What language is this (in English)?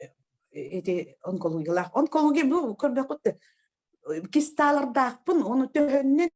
Yakut